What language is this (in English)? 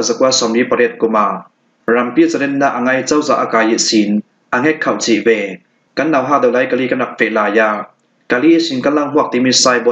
Falam Chin